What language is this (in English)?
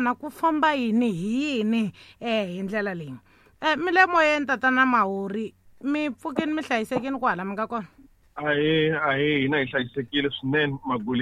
Tsonga